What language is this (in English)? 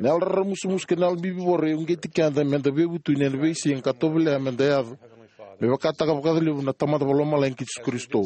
Fijian